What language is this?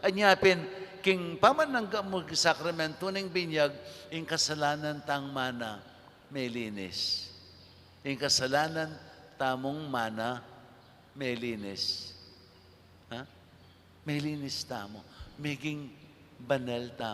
Pampanga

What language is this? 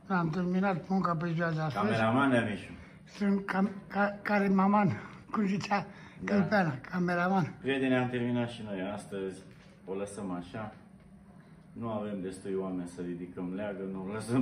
Romanian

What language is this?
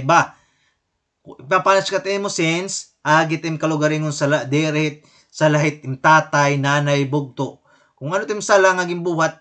Waray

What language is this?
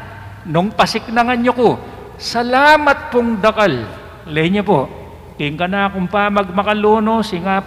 Pampanga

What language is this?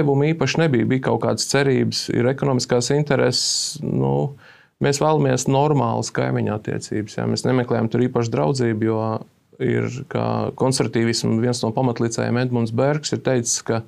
Latvian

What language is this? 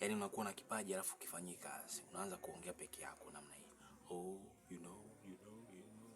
Swahili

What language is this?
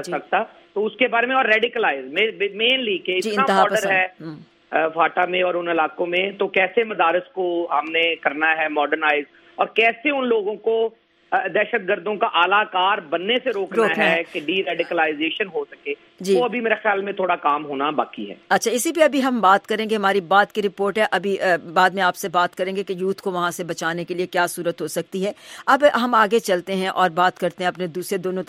Urdu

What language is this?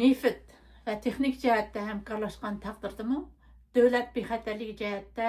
Uyghur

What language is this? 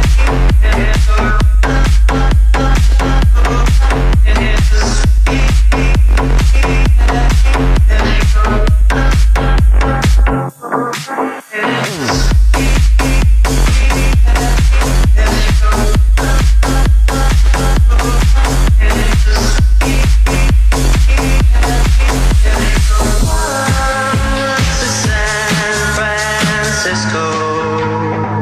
English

